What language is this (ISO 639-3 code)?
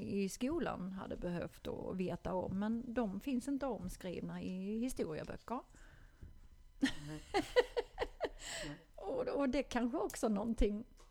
swe